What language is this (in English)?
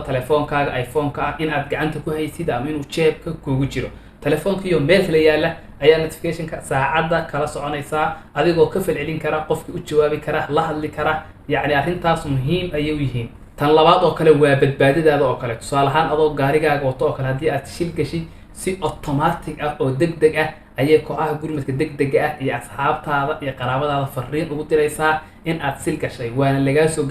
Somali